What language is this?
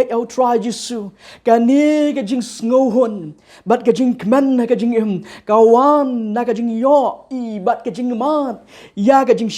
Khasi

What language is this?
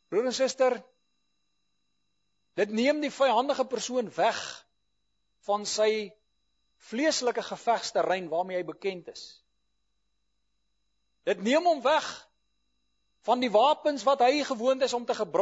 Afrikaans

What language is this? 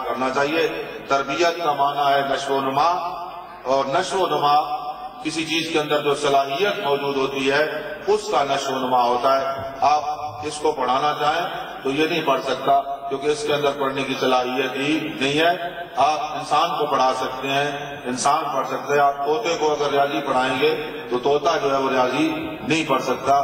Urdu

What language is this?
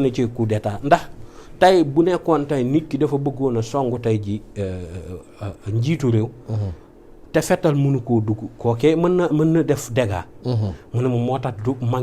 Wolof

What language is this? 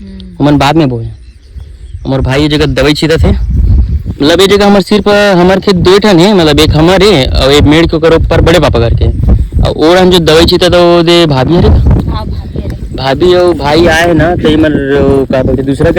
Chhattisgarhi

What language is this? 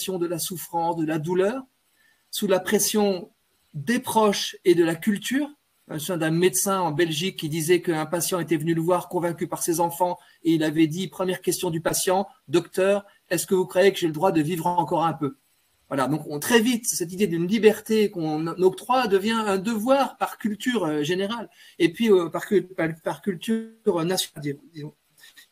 French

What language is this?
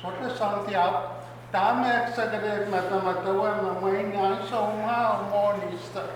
Pohnpeian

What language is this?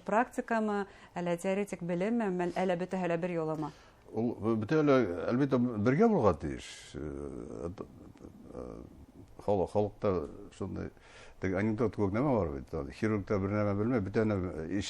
Bashkir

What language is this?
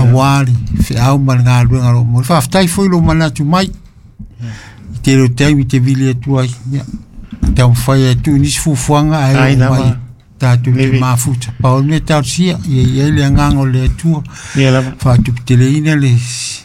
Samoan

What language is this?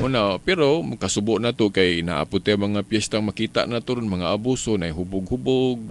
Cebuano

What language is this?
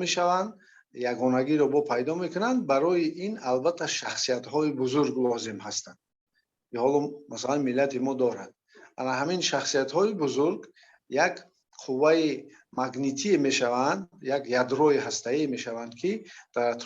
Tajik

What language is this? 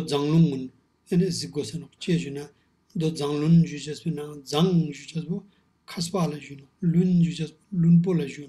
Ladakhi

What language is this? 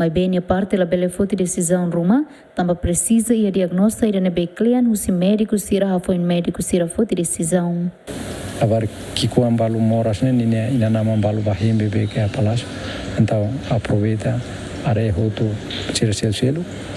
Tetum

